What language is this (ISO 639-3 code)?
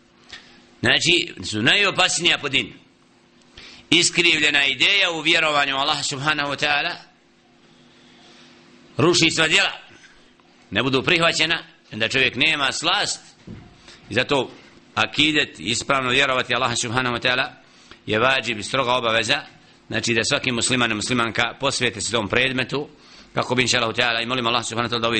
bos